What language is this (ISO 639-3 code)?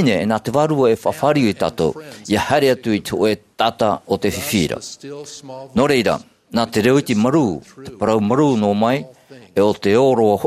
tah